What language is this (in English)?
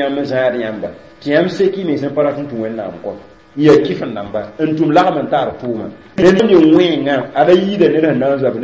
Mossi